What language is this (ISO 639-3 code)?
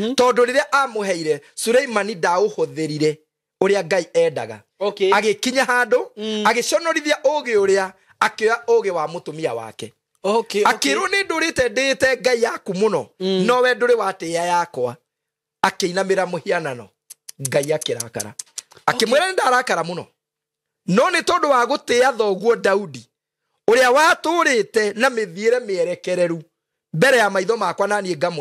kik